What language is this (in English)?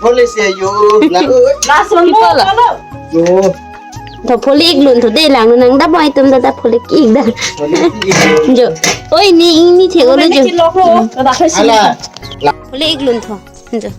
Karbi